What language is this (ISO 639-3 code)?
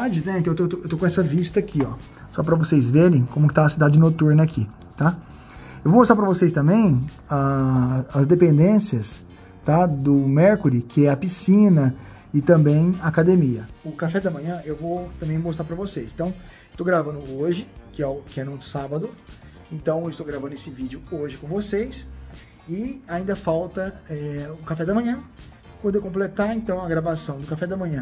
por